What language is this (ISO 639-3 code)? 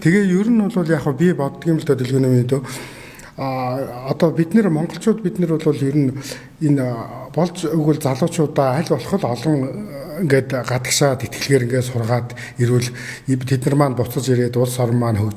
mon